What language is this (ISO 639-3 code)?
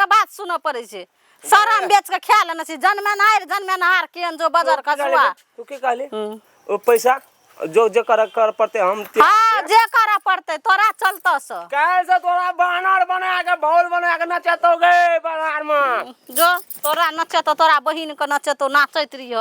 mai